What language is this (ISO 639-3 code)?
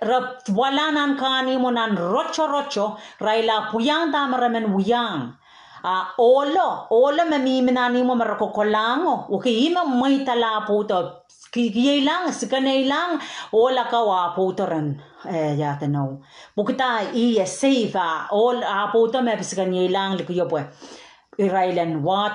pon